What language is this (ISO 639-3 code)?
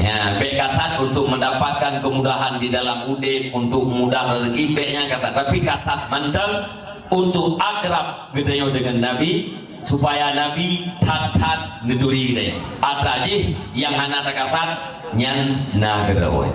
ace